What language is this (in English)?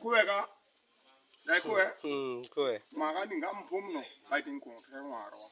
Tupuri